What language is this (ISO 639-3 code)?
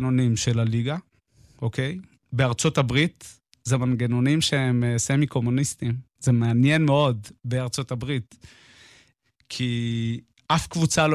heb